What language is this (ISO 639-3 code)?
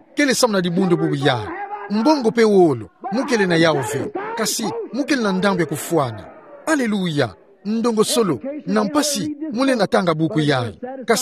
ktu